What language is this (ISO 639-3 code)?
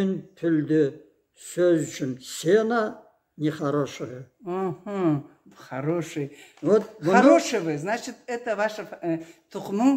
krc